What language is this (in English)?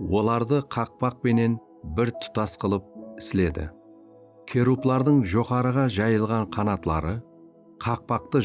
Kara-Kalpak